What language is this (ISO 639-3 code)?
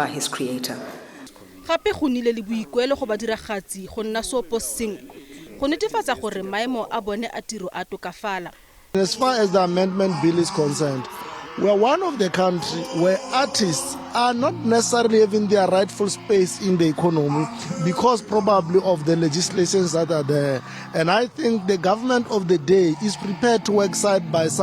tsn